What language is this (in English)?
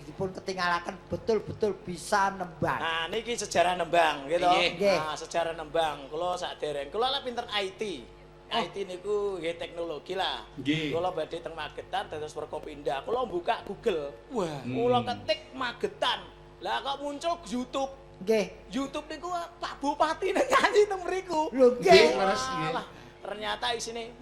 Javanese